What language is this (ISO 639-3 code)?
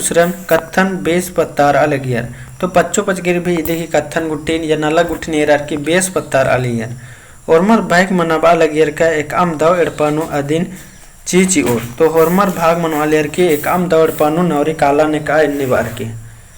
kru